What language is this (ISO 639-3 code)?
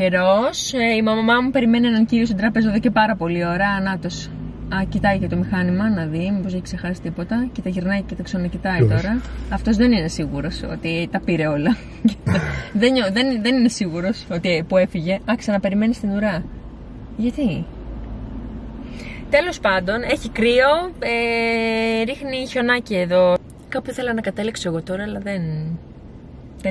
ell